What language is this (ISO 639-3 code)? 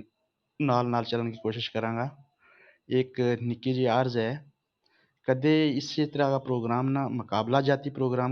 gju